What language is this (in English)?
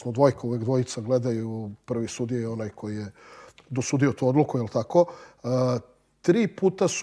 Serbian